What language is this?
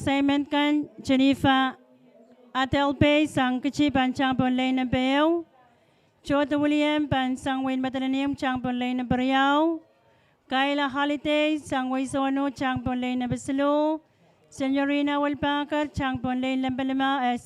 Pohnpeian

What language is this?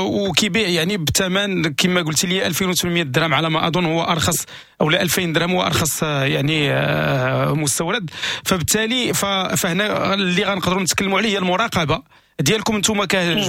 Moroccan Arabic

